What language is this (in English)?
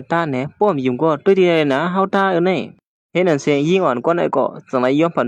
Shan